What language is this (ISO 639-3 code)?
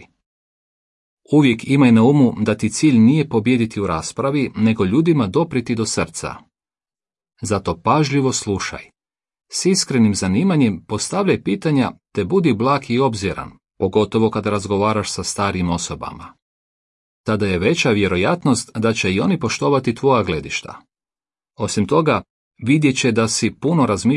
hrv